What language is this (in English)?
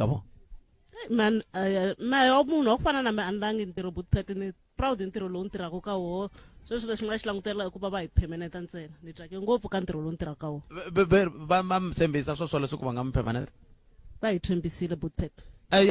Tsonga